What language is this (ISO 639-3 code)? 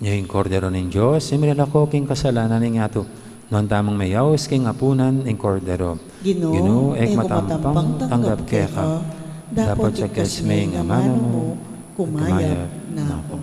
pam